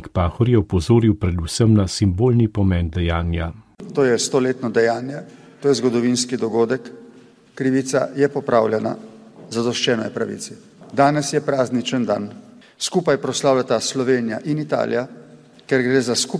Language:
Slovenian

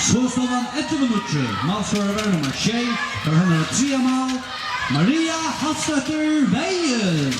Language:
Faroese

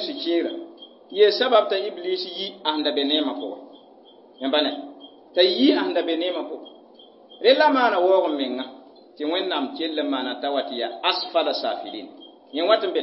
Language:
Mossi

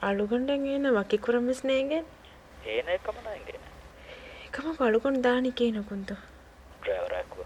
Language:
Divehi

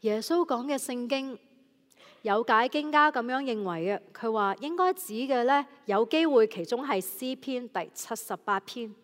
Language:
Cantonese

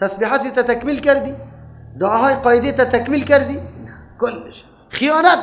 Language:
Persian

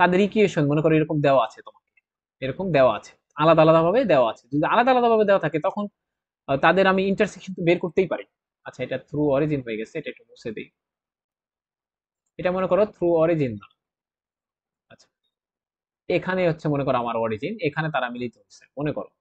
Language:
Bangla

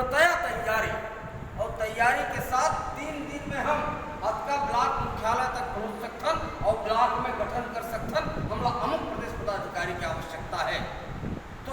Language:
Chhattisgarhi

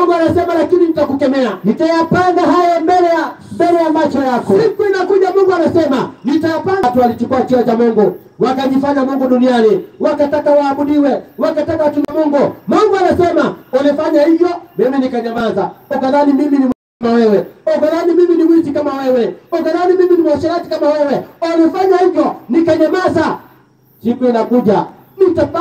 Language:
Swahili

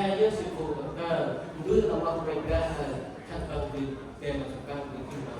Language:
Central Mnong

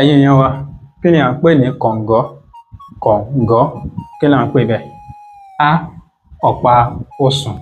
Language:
Yoruba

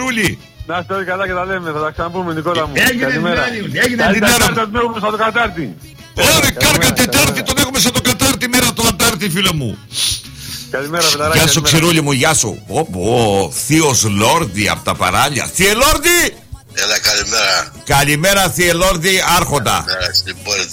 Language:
Greek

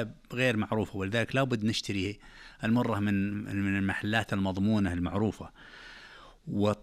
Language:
Najdi Arabic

